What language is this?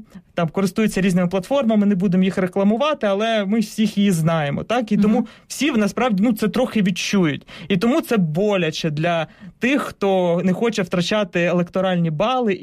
Ukrainian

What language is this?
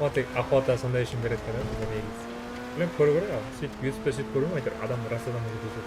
Kara-Kalpak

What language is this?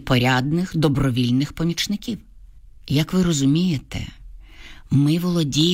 Ukrainian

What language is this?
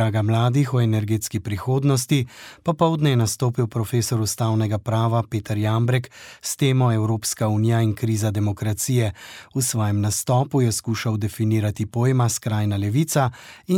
Slovenian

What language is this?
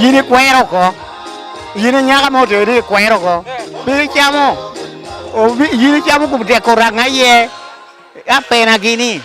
Lango (Uganda)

